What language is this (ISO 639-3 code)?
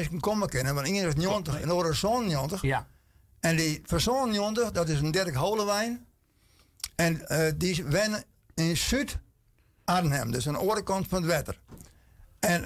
fry